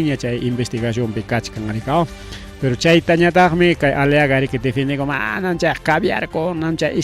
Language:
Ayacucho Quechua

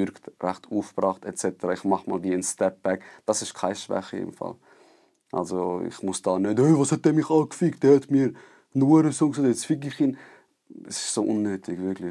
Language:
Swiss German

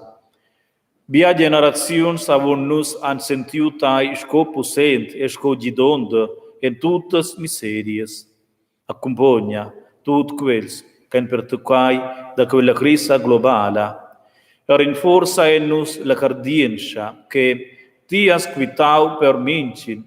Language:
Romansh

